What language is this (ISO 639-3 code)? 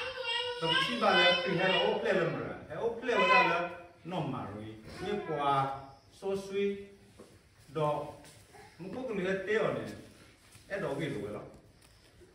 ksw